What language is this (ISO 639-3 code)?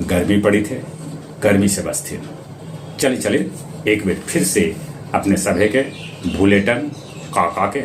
mag